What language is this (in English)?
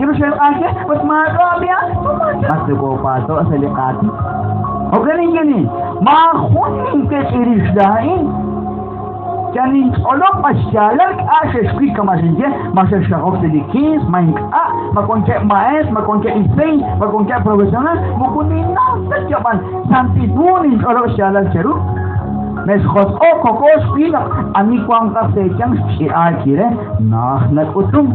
Kekchí